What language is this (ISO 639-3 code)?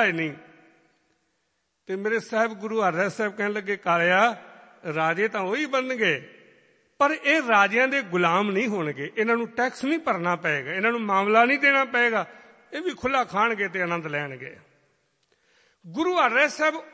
pan